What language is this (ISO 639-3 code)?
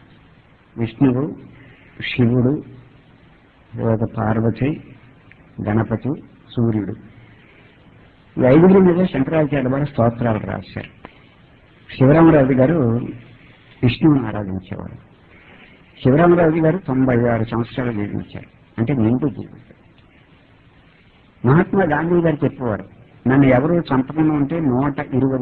tel